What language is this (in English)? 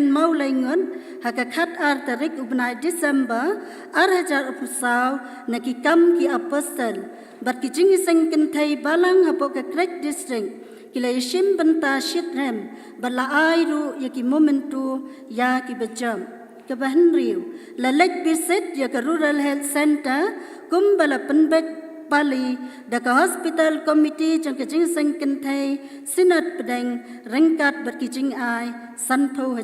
Khasi